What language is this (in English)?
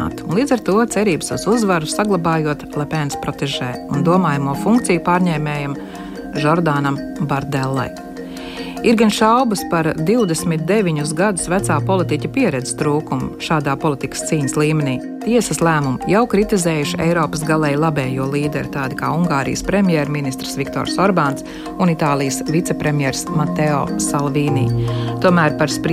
Latvian